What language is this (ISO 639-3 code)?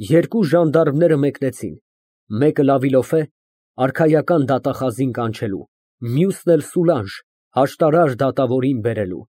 hye